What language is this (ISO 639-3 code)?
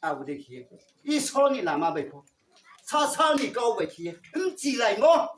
ria